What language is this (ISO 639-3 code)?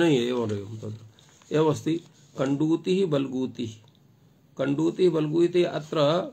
san